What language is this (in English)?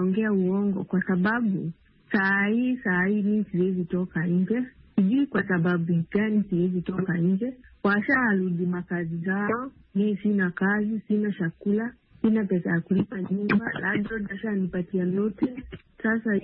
Swahili